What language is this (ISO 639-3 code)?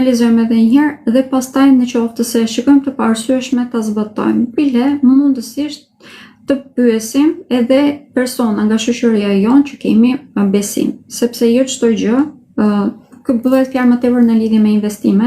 sqi